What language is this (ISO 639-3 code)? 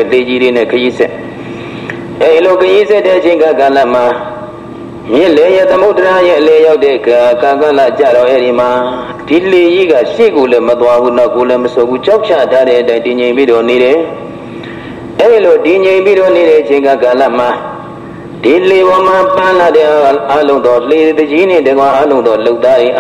mya